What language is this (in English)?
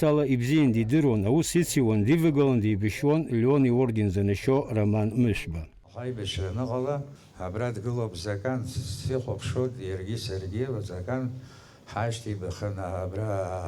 Abkhazian